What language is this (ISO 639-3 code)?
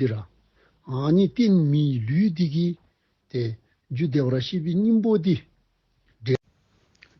dzo